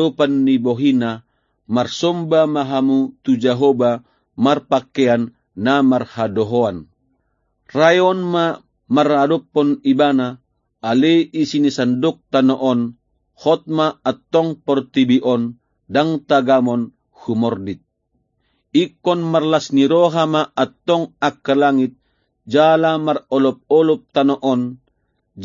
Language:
Batak Toba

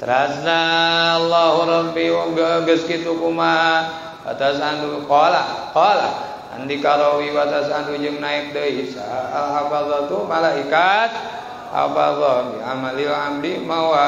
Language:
Sundanese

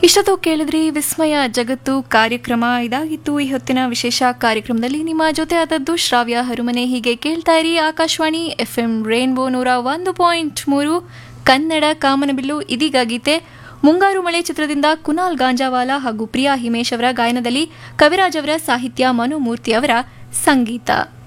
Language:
Kannada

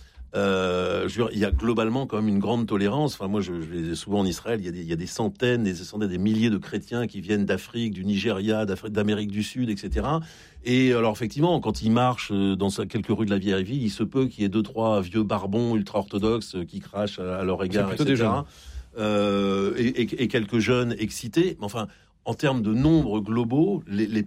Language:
French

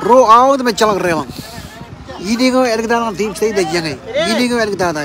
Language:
Marshallese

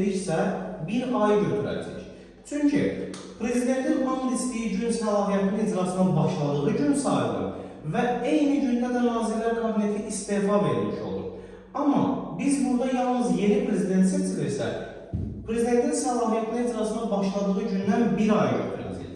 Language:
Azerbaijani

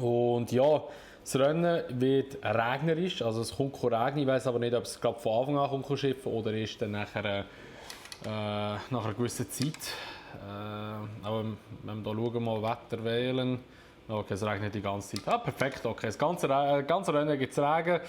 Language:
Swiss German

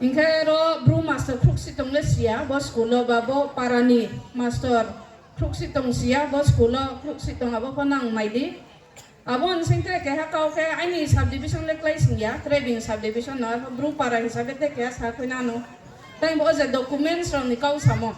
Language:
Riang (India)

